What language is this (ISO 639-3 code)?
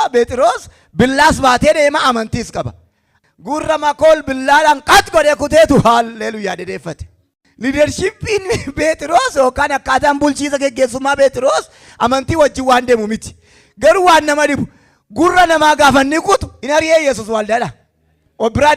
orm